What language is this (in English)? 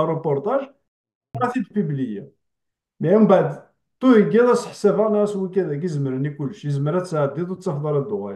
Kabyle